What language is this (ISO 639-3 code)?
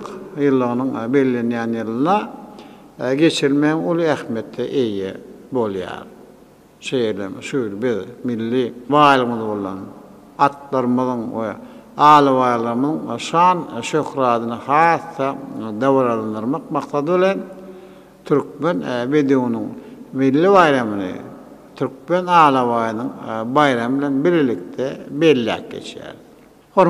tuk